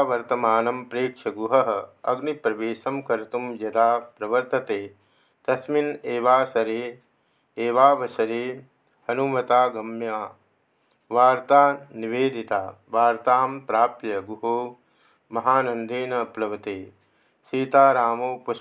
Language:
Sanskrit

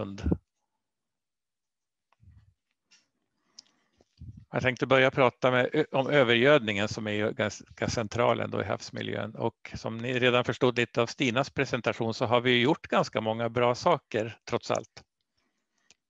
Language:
Swedish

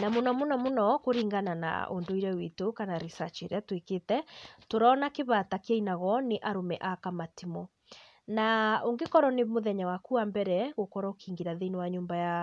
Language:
Kikuyu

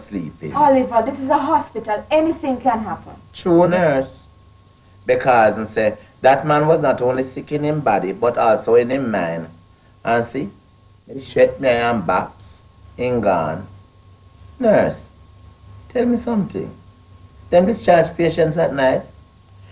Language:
Jamaican Creole English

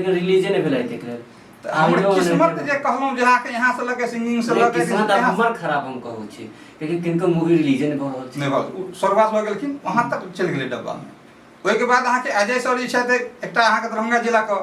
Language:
Maithili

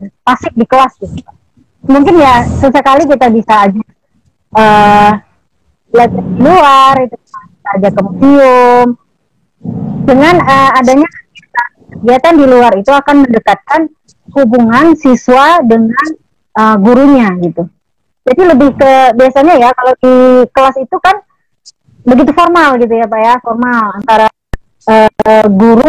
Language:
Indonesian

